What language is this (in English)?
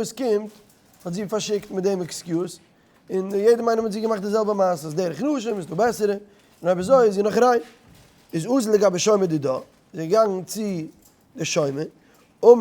Yiddish